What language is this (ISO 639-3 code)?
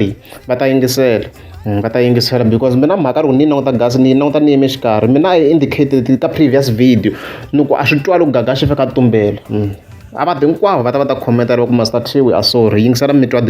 tso